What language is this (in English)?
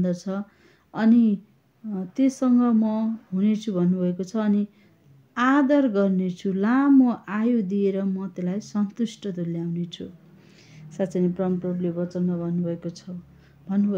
Nepali